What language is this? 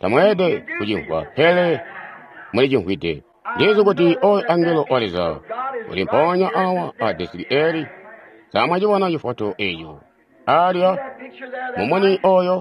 Tonga (Zambia)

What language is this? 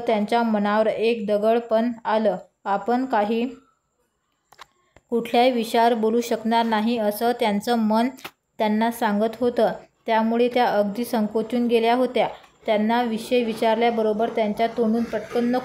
Marathi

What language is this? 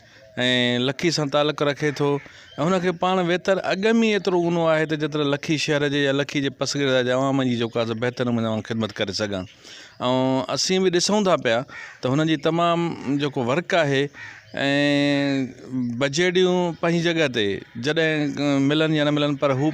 Sindhi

